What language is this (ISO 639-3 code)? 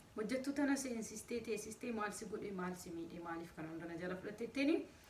orm